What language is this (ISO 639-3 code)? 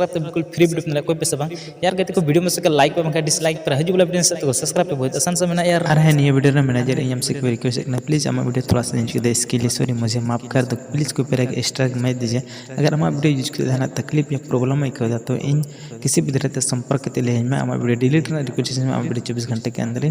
sat